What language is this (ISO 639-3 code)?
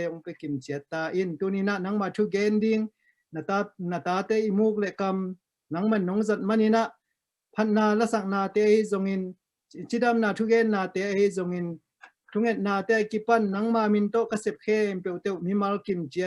ctd